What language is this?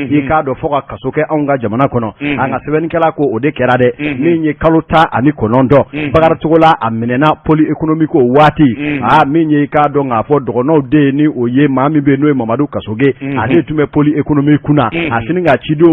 Bambara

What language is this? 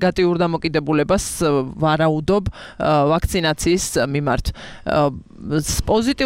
Georgian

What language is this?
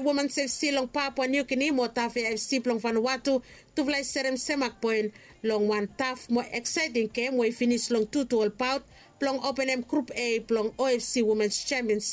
Bislama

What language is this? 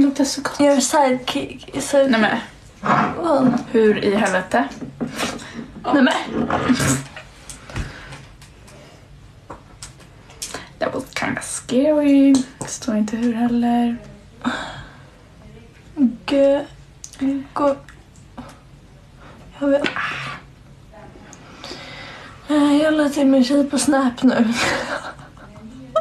Swedish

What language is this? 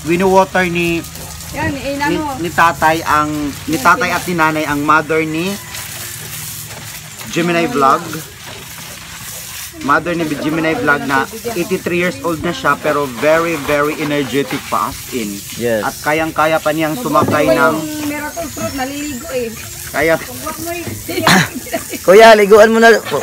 Filipino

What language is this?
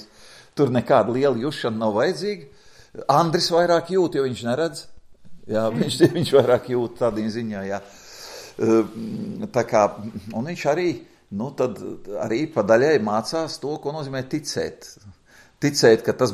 Latvian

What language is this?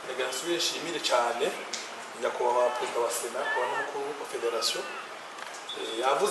Rundi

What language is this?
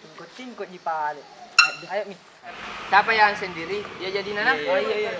Makassar Malay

